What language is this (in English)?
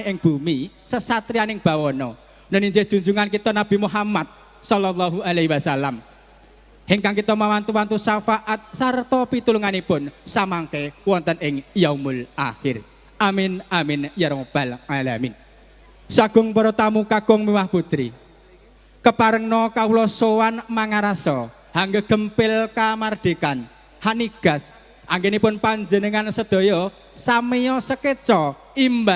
Javanese